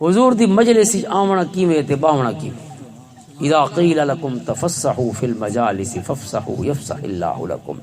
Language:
Western Panjabi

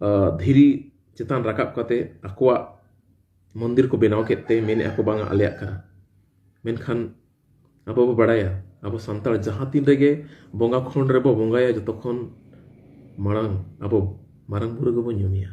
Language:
Santali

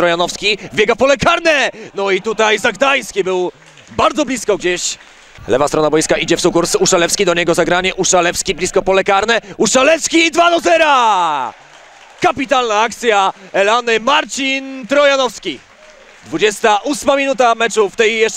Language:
Polish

